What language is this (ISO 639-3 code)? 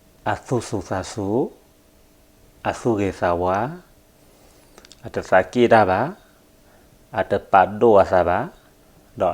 ksw